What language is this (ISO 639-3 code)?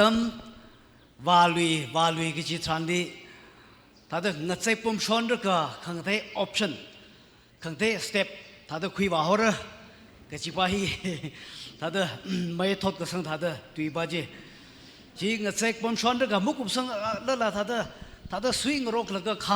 nmf